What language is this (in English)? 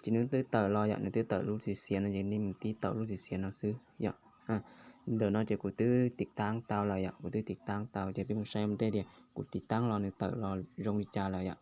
Hmong